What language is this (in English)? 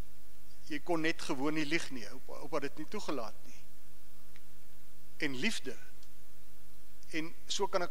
Afrikaans